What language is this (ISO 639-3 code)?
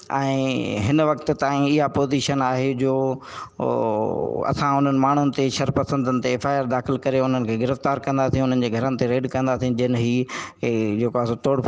snd